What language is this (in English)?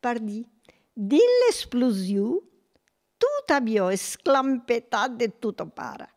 Occitan